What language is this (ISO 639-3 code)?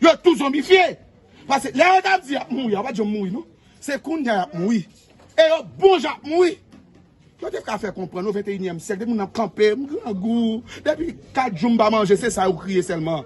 hat